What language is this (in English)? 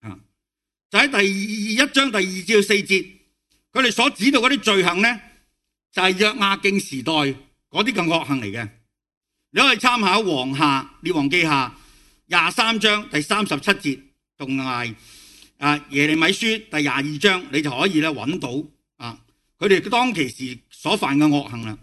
Cantonese